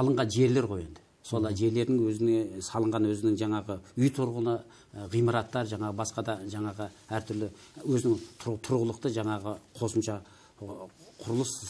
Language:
Kazakh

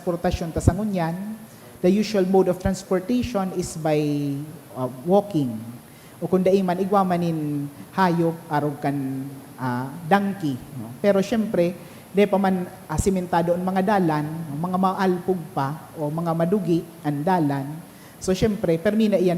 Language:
Bikol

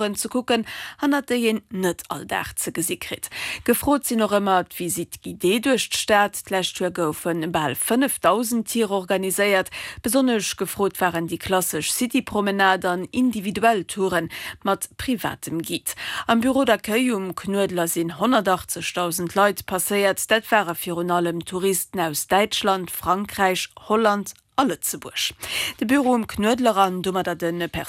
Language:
Luxembourgish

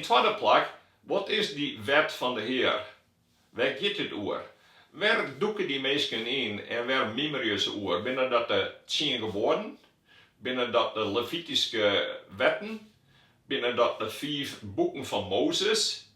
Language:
Western Frisian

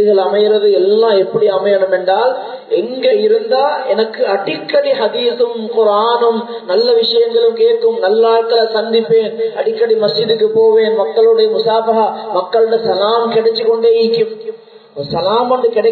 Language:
Tamil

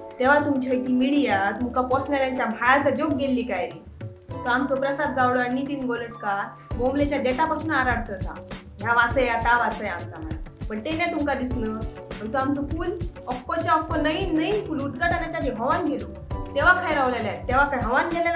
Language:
Konkani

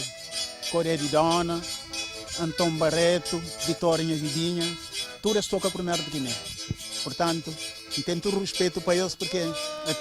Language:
Kabuverdianu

